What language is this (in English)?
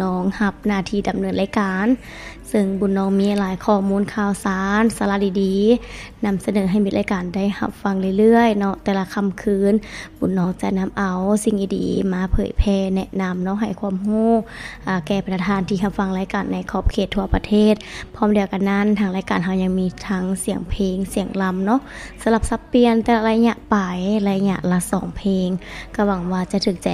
Lao